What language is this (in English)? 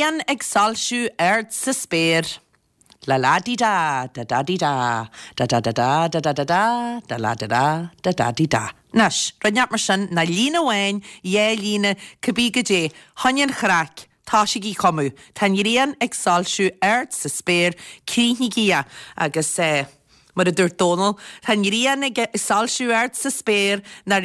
Irish